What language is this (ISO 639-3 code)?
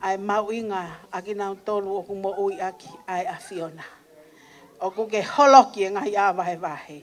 ton